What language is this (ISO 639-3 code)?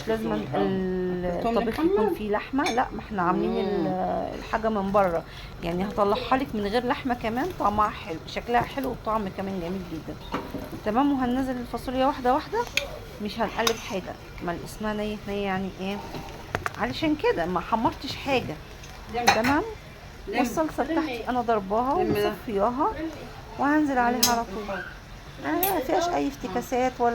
arz